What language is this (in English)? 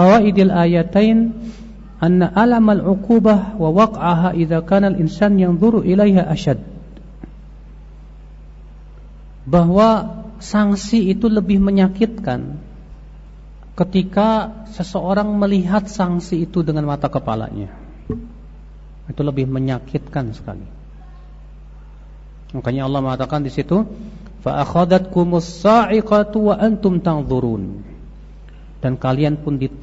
Indonesian